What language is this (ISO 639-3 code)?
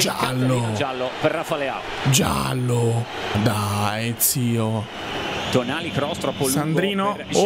ita